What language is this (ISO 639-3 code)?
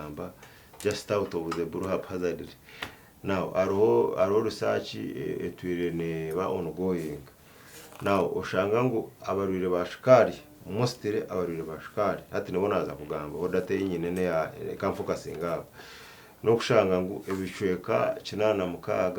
nyn